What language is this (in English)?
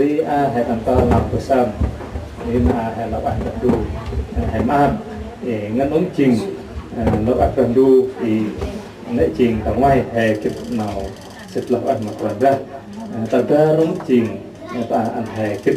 Central Mnong